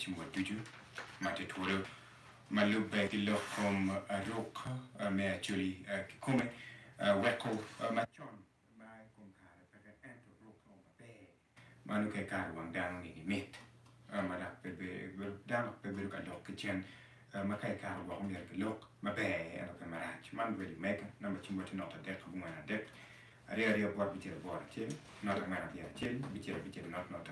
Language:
Acoli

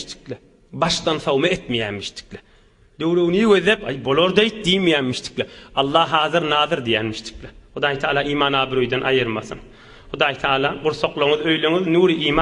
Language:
Turkmen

